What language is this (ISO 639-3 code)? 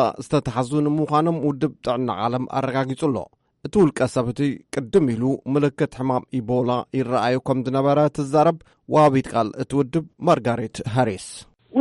tir